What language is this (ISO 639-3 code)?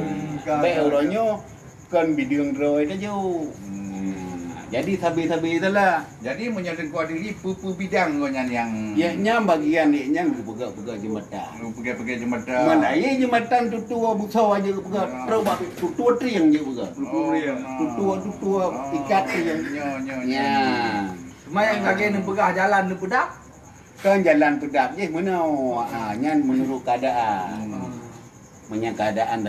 ace